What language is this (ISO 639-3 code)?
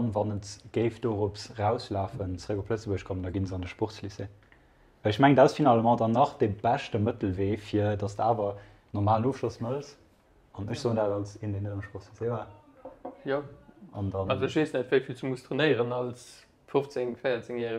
ltz